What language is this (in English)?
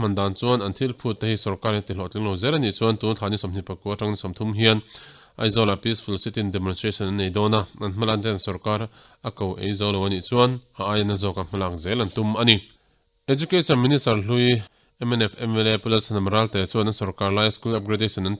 Mizo